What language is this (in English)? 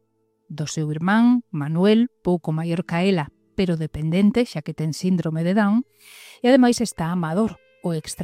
Galician